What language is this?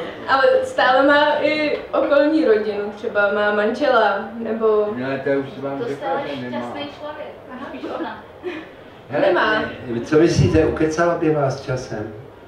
Czech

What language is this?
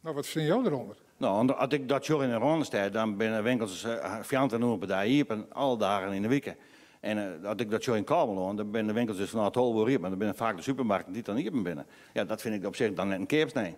Western Frisian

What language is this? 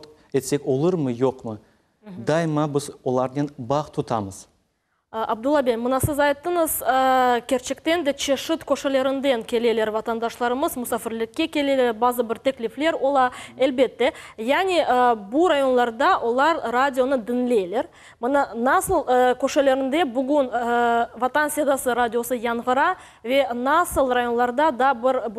Crimean Tatar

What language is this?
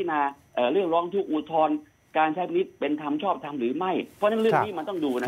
Thai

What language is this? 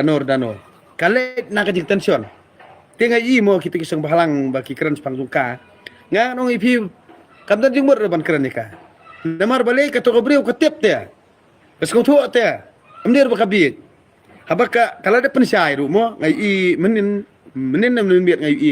Khasi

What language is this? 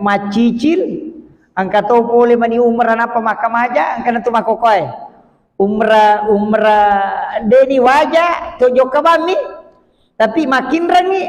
Buginese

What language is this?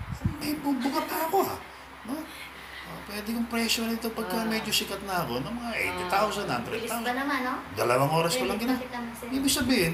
Filipino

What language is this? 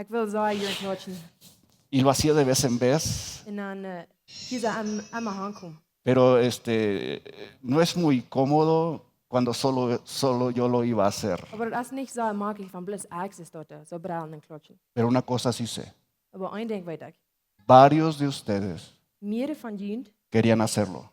Plautdietsch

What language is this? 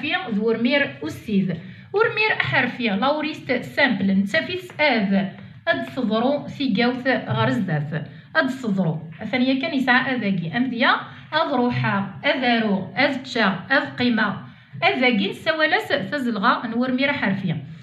Kabyle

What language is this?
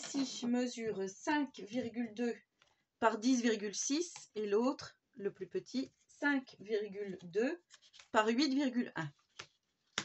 French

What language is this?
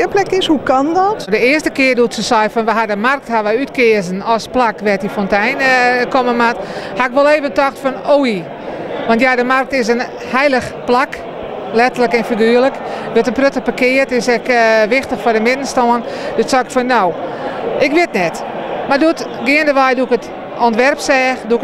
Western Frisian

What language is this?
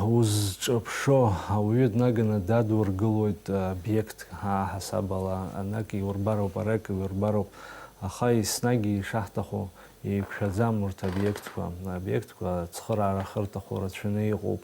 Abkhazian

